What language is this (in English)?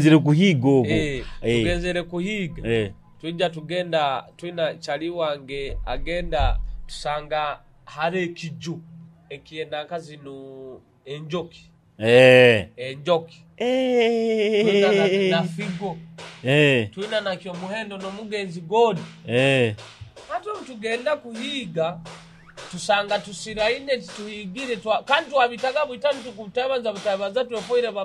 Nyoro